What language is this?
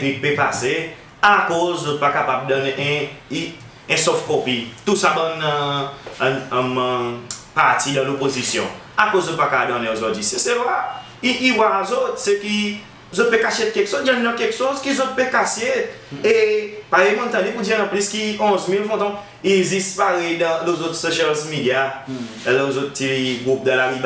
Seselwa Creole French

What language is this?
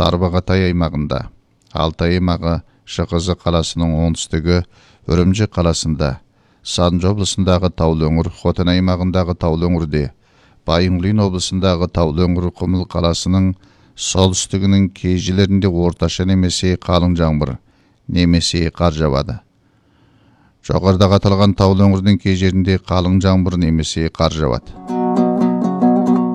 Kazakh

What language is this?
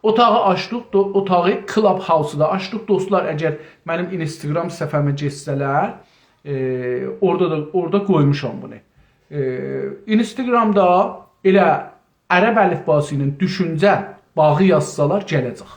South Azerbaijani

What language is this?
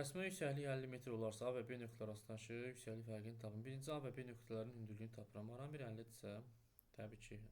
Azerbaijani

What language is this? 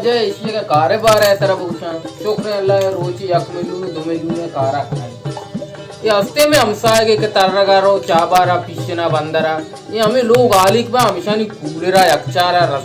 Baluchi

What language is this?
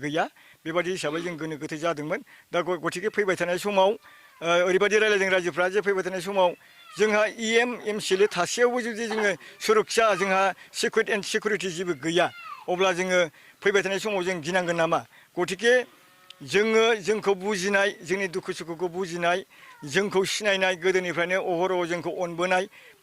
Bodo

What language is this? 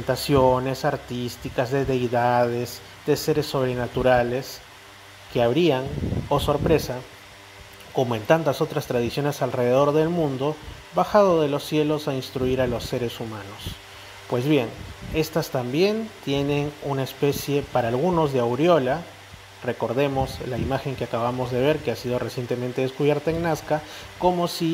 Spanish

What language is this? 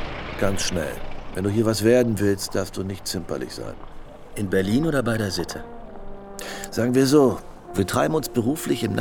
German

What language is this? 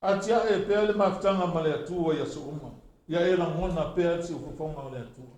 Samoan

